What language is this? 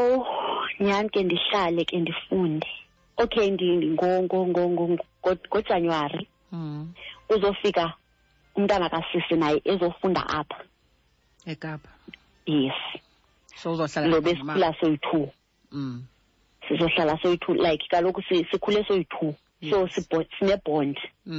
Xhosa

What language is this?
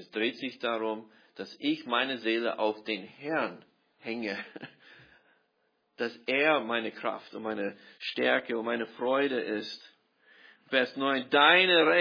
German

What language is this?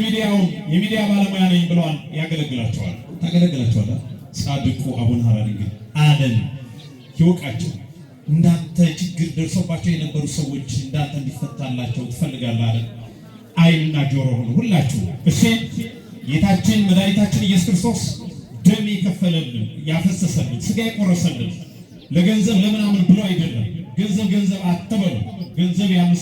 Amharic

